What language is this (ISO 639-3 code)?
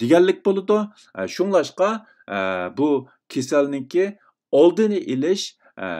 uig